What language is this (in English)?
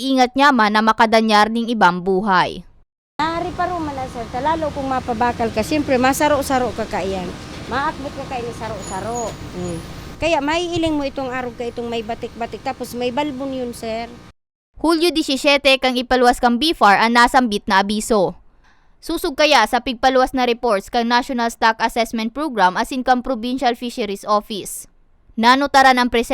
Bikol